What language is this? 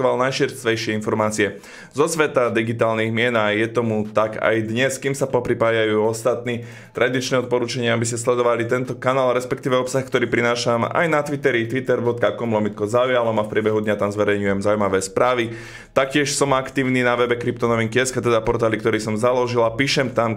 Slovak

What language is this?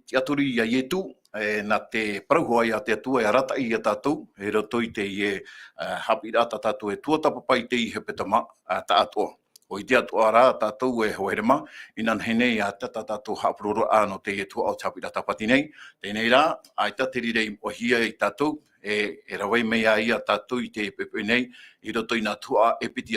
Tahitian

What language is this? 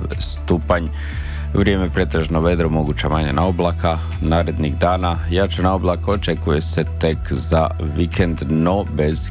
Croatian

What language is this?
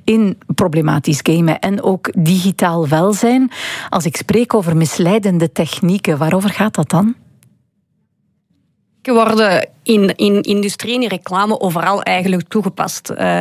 Dutch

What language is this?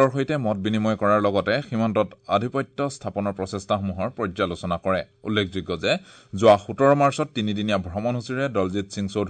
Assamese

